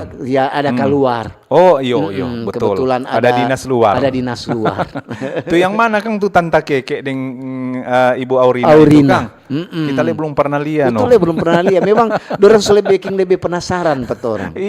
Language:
Manado Malay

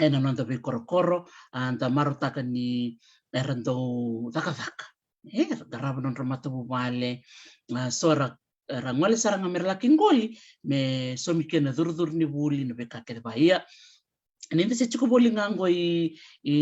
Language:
Fijian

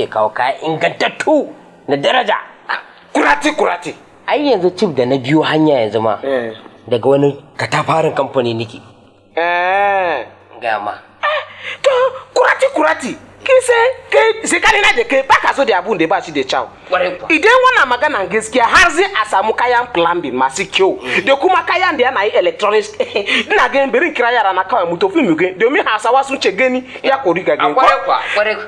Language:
Hausa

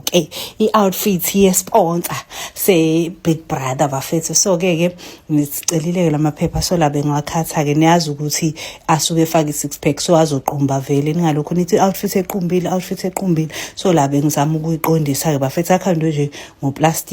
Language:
Zulu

